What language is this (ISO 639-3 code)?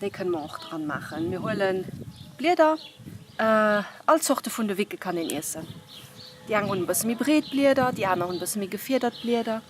ltz